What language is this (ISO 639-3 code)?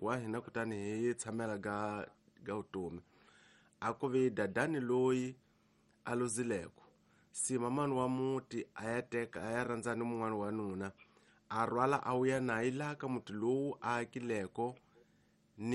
tso